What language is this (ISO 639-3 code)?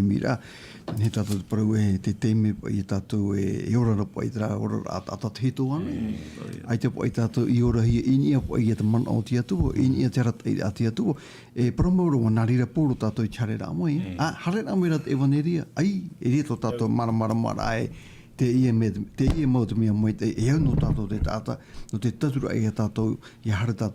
tah